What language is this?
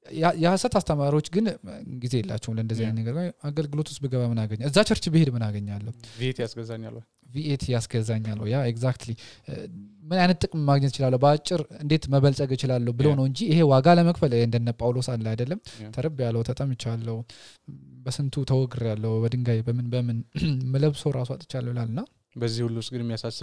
Amharic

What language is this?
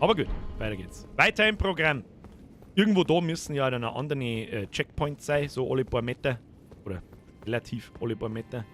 Bavarian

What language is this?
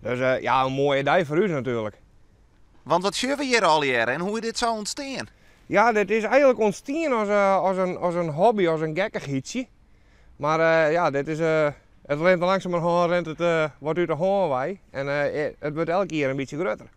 Western Frisian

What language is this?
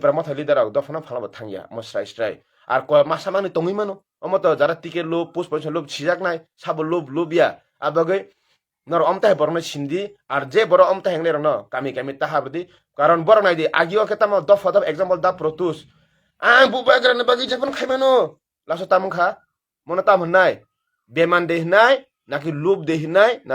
Kok Borok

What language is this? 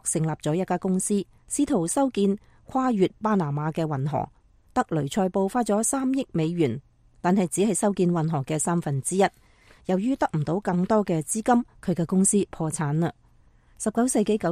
Cantonese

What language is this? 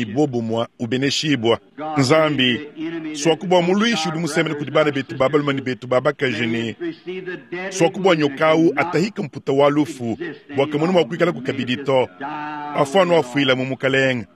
Luba-Lulua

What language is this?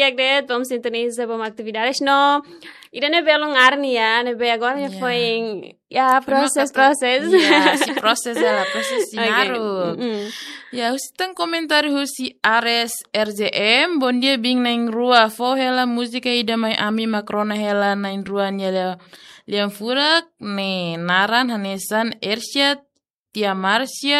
Tetum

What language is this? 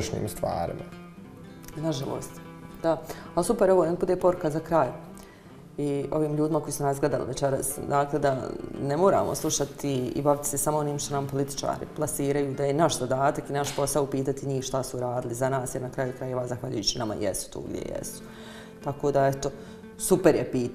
Bosnian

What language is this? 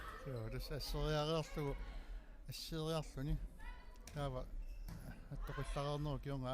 Kalaallisut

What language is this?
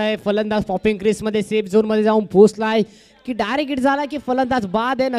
Marathi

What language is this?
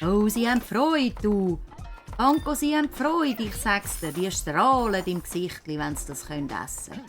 Swiss German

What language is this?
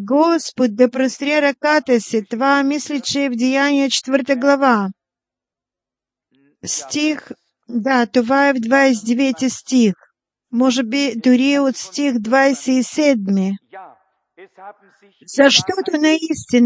Bulgarian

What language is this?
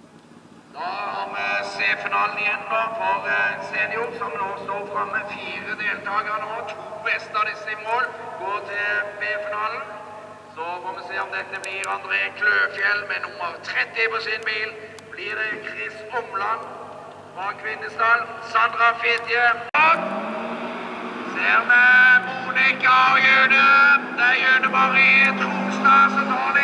Norwegian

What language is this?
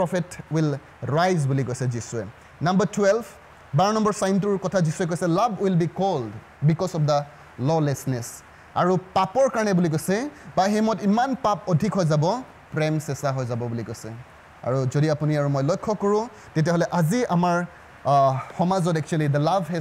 Assamese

